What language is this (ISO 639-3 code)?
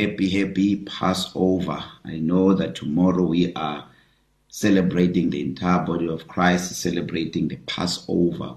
eng